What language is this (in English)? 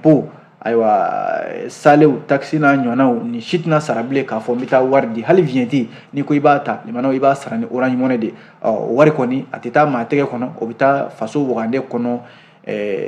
Bambara